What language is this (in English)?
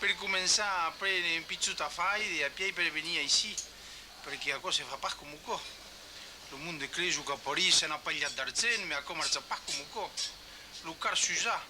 Occitan